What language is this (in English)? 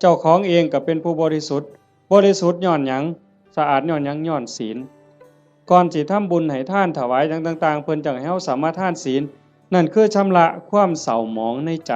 Northeastern Thai